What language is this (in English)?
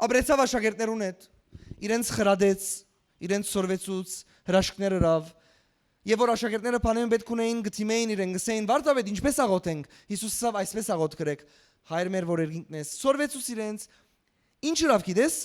Western Armenian